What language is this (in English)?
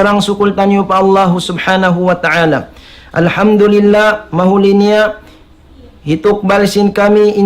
Tausug